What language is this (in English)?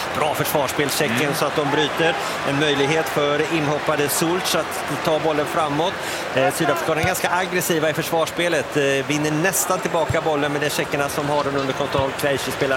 Swedish